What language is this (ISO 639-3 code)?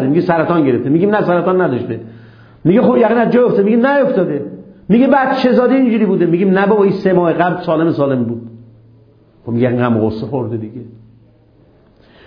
fas